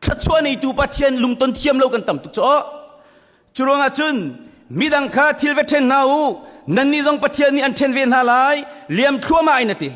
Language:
Hakha Chin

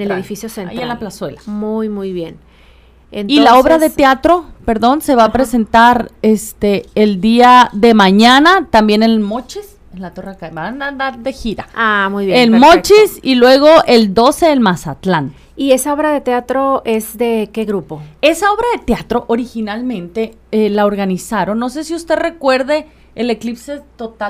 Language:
Spanish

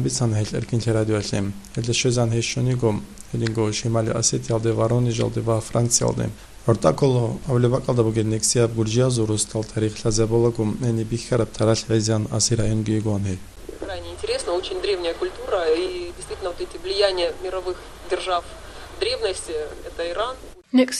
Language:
Avaric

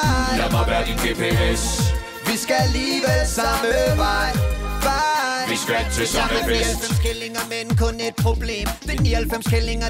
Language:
Danish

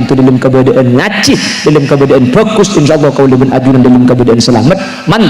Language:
Madurese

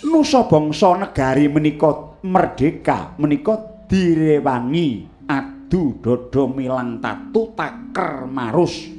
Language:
Javanese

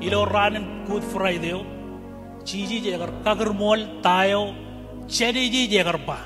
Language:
Marshallese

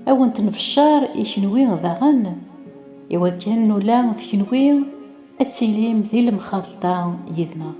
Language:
Kabyle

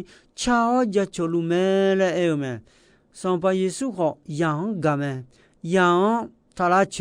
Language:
Akha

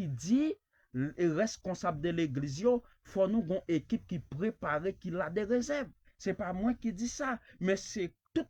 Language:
Haitian Creole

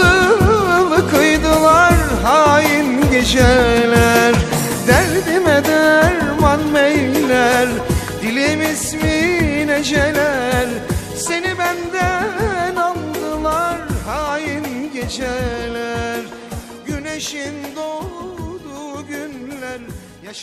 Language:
Turkish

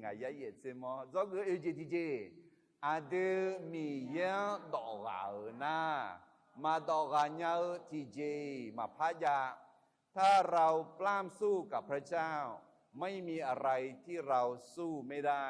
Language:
Akha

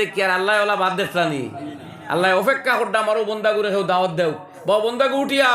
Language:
Sylheti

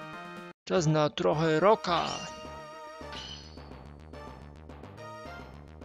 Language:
Polish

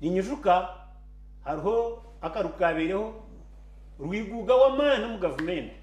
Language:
Nyankole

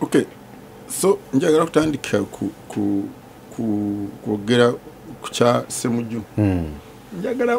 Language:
Ganda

